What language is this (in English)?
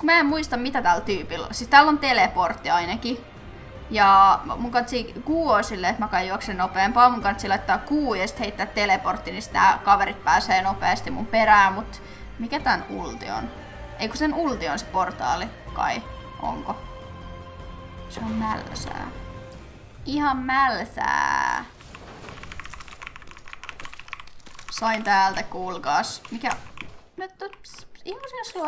Finnish